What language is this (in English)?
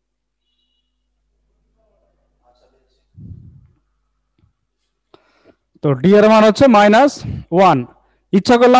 Bangla